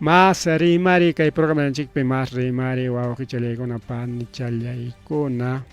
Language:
Ayacucho Quechua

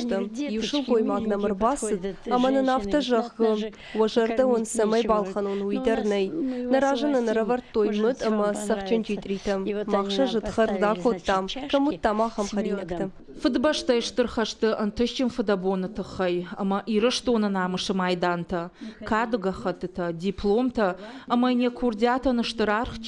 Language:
Ossetic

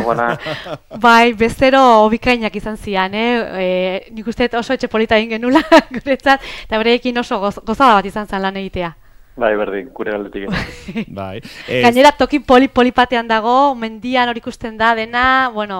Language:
Basque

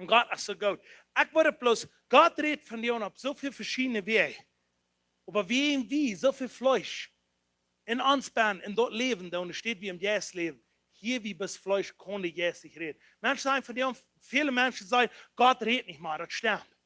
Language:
Plautdietsch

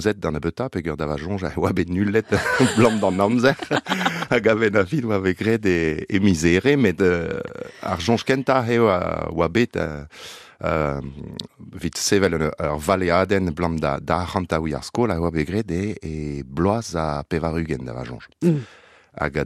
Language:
Breton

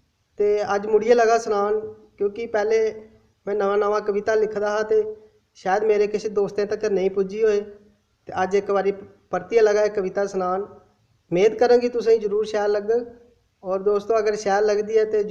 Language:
Dogri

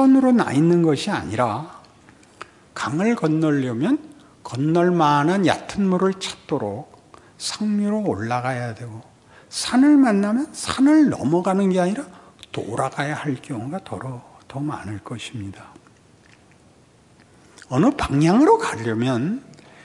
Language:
Korean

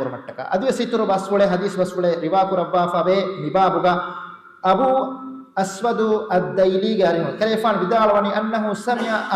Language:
Divehi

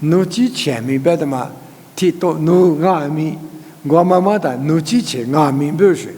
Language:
Lisu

